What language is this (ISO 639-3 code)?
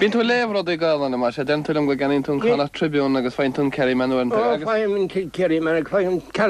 gle